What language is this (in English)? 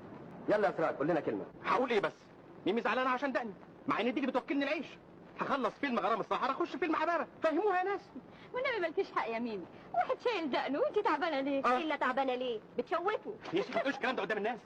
Egyptian Arabic